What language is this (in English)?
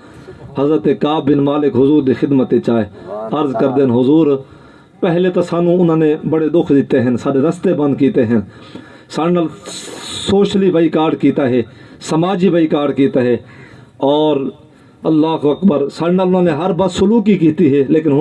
Saraiki